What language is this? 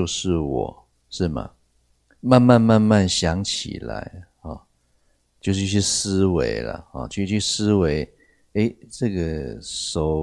Chinese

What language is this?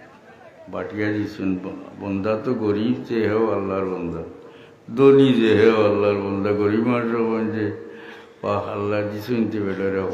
Sylheti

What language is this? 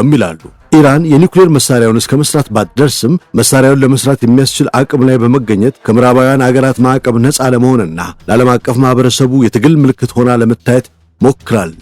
Amharic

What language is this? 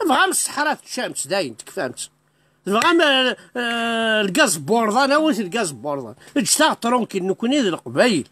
Kabyle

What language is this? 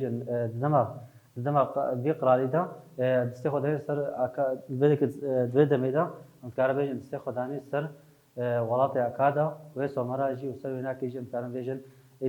Kurdish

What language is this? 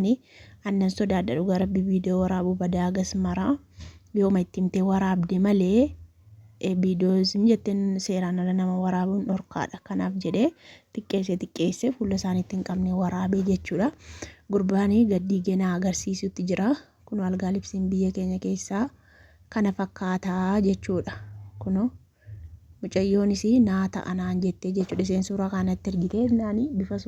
Oromo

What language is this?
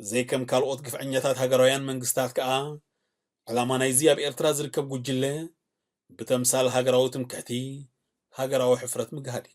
Tigrinya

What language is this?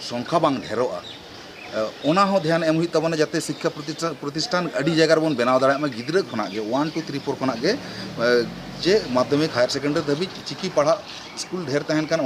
Santali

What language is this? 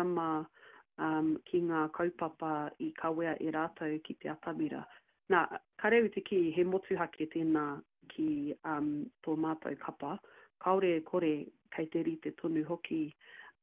Māori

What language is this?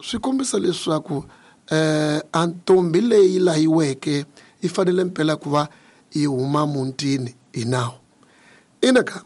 Tsonga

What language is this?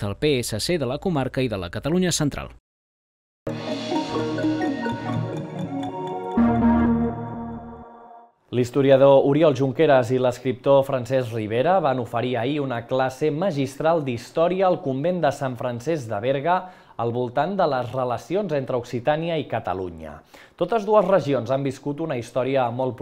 Catalan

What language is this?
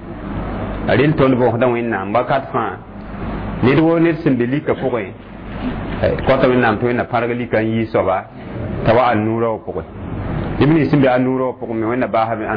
Mossi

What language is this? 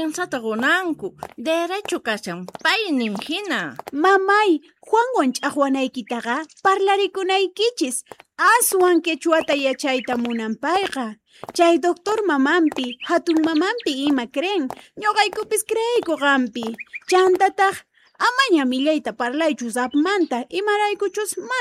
Quechua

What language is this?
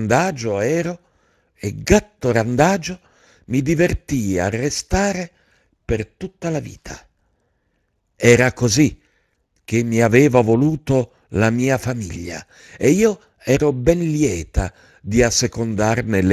Italian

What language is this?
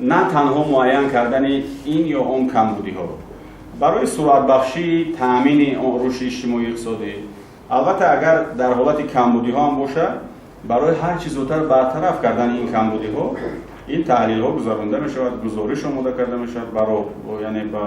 Tajik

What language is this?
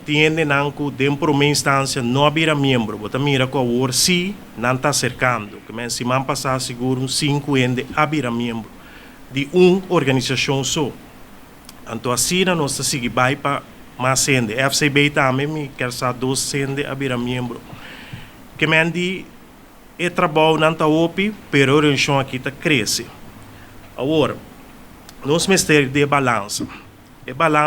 Papiamento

